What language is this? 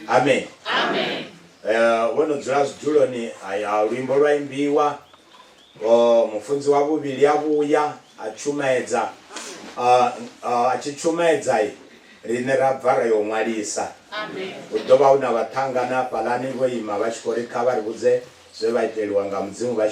Venda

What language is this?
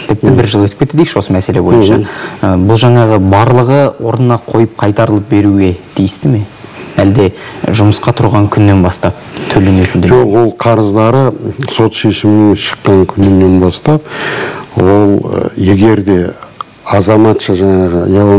Kazakh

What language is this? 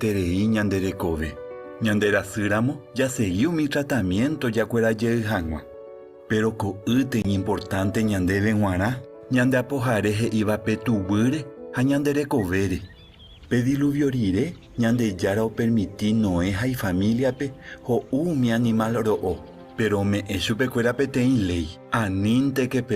Guarani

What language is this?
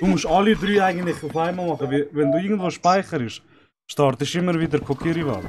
Swiss German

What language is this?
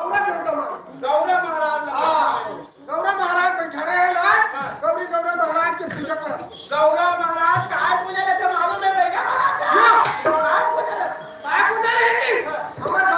Chhattisgarhi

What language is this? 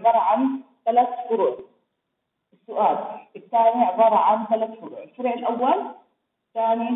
Arabic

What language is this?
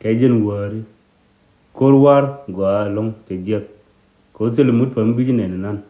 Nuer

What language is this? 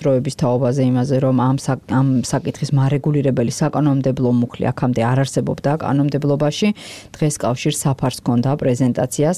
Georgian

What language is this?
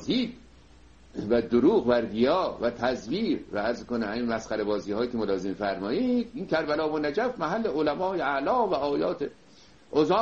Persian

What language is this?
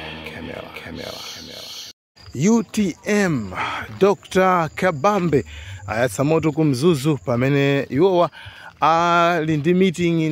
Nyanja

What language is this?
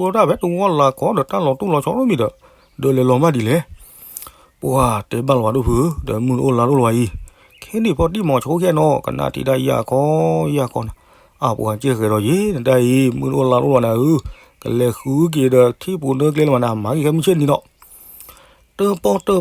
S'gaw Karen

